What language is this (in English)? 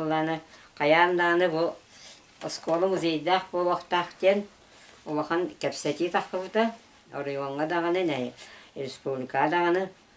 Yakut